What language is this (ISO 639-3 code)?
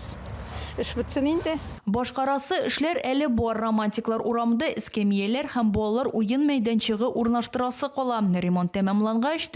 tat